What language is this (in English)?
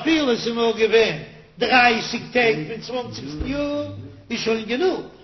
Yiddish